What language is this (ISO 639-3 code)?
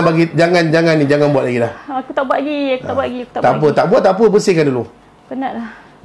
msa